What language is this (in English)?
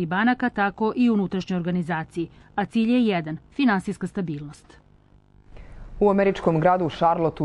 Serbian